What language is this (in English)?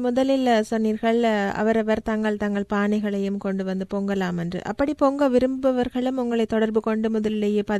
Tamil